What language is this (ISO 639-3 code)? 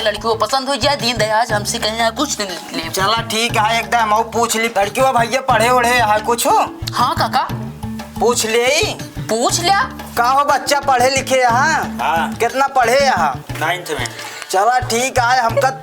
awa